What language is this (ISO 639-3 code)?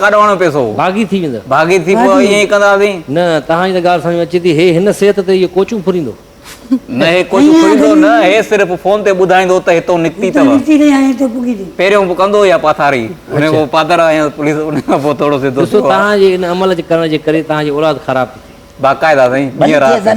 snd